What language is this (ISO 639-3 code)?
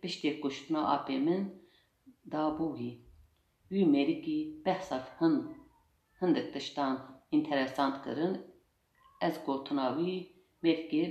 kur